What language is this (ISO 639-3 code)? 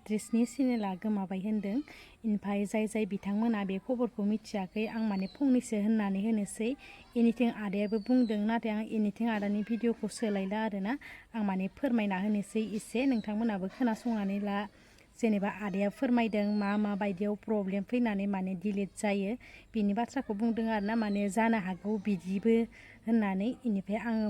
brx